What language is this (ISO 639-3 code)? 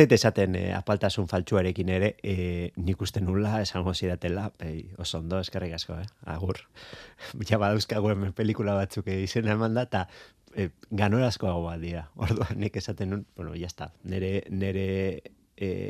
eus